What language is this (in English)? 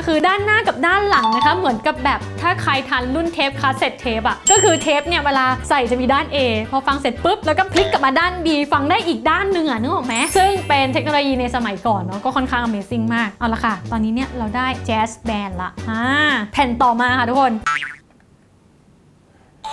Thai